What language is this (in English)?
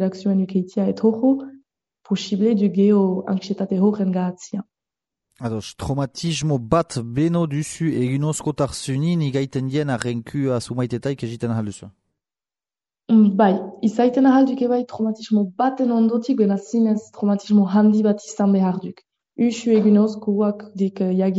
Basque